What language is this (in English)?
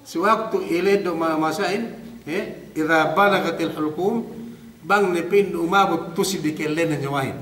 Yakan